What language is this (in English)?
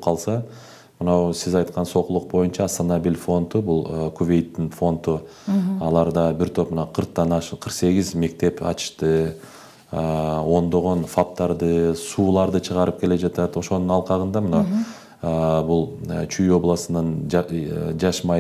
Kyrgyz